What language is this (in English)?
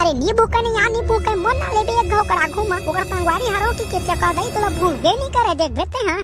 Chhattisgarhi